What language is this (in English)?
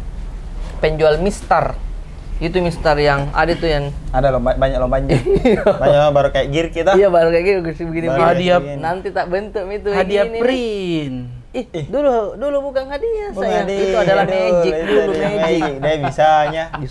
Makassar Malay